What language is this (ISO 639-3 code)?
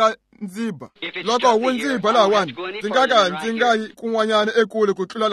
tso